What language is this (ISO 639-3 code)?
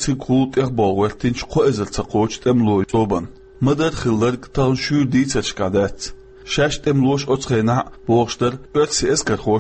che